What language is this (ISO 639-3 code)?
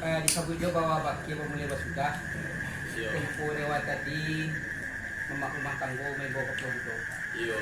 min